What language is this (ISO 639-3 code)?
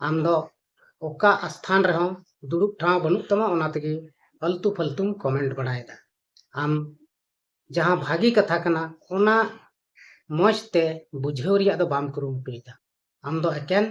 sat